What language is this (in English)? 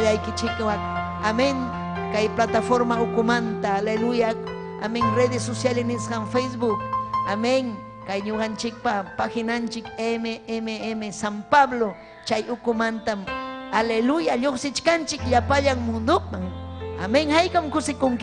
Ayacucho Quechua